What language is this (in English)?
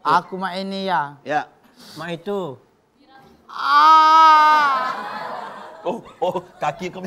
Musi